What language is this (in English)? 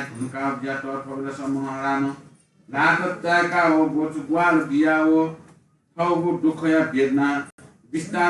Newari